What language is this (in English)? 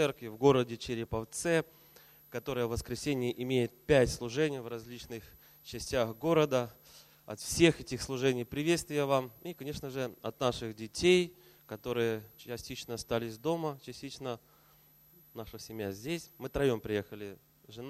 Russian